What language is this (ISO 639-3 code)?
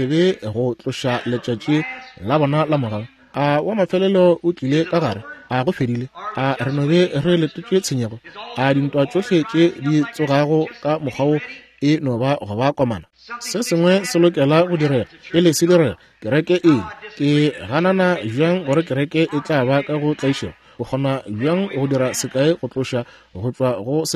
nso